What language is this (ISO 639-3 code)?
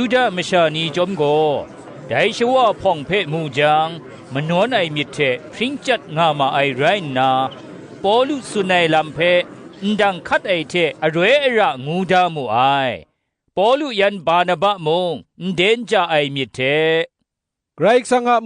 kac